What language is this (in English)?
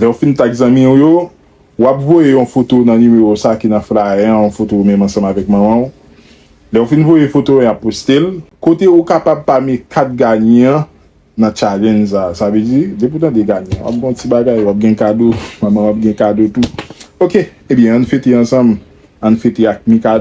Haitian Creole